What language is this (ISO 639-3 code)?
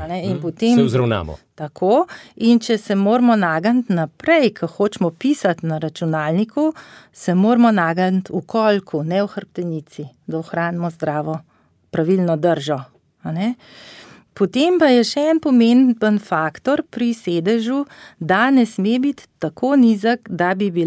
slv